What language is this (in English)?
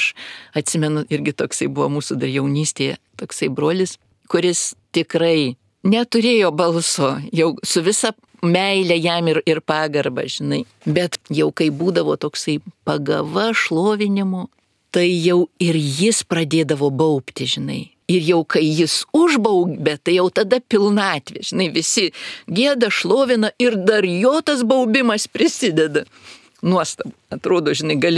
Lithuanian